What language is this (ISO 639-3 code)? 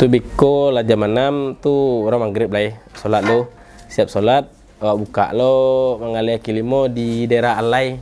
min